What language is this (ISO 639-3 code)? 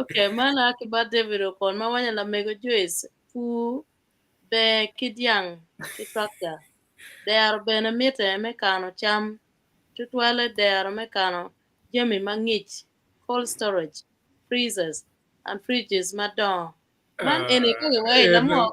ach